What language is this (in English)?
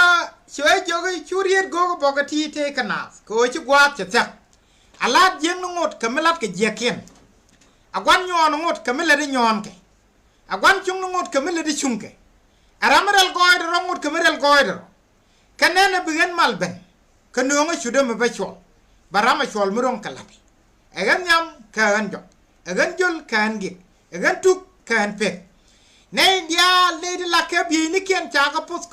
Nuer